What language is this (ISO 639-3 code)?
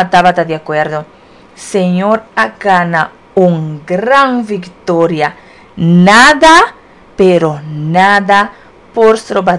pap